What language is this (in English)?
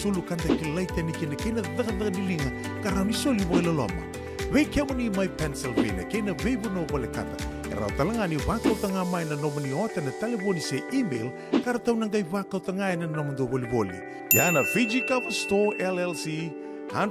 Fijian